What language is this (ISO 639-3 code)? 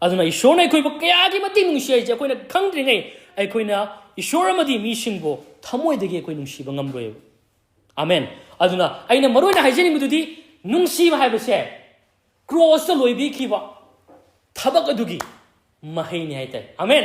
mni